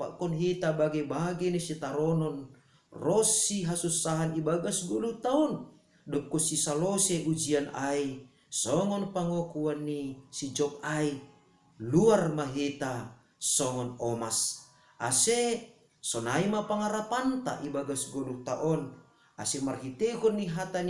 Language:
Batak Simalungun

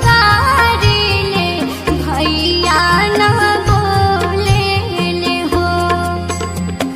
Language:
Bhojpuri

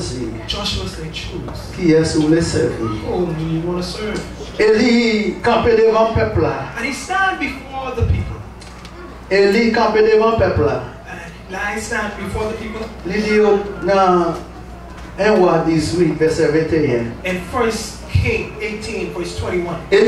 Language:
Haitian Creole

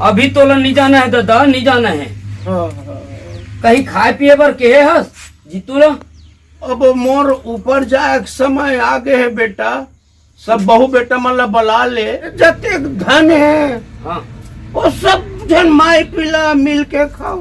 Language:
Chhattisgarhi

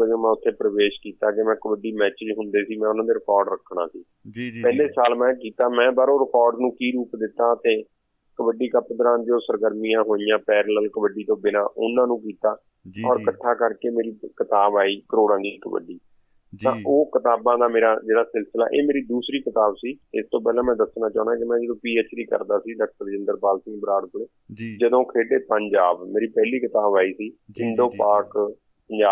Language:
Punjabi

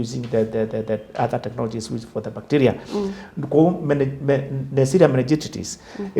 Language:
Kamba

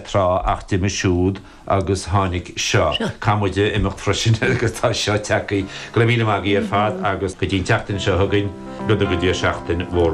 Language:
Irish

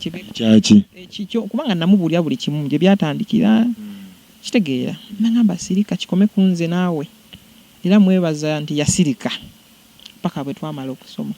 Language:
Ganda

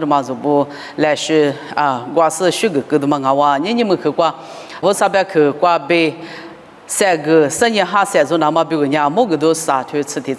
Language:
Lisu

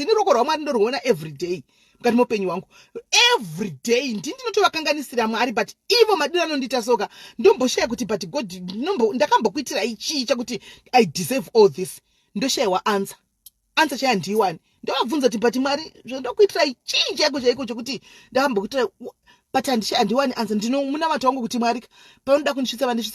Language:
Shona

